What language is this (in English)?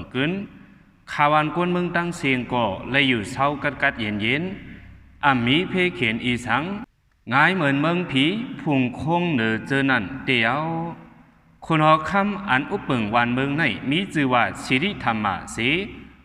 Shan